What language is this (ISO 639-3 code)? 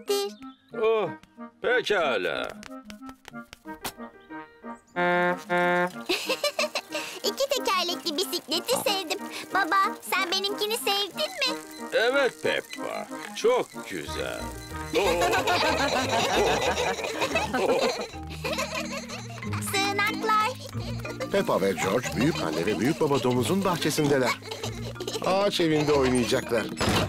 tur